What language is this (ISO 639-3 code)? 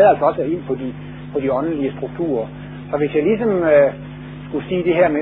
dan